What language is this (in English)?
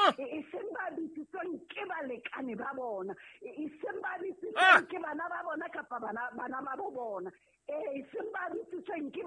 Southern Sotho